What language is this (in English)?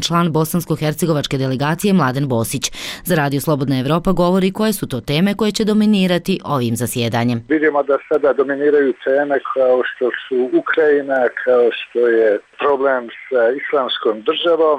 Croatian